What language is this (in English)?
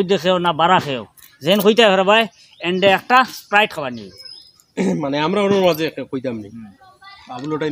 Sylheti